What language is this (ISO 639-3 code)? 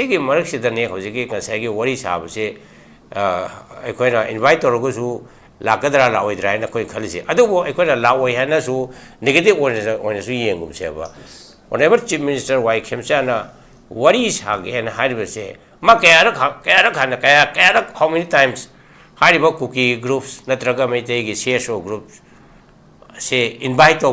mni